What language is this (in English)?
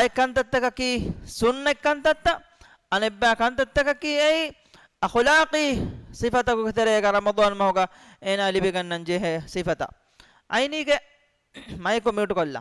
Divehi